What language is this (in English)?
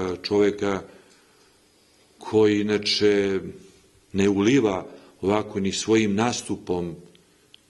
Serbian